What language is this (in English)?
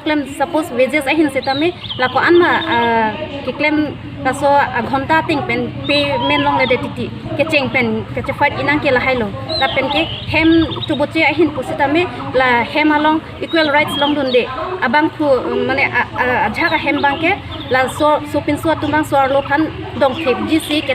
Karbi